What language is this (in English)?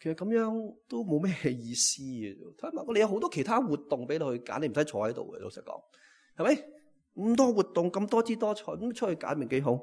Cantonese